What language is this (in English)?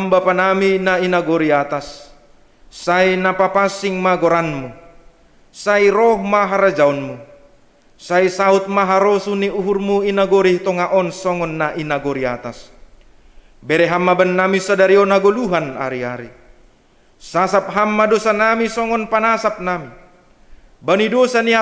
Batak Simalungun